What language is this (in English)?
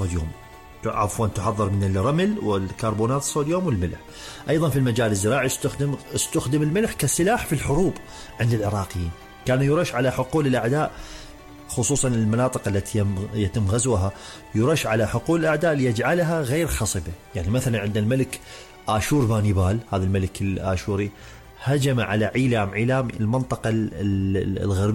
Mesopotamian Arabic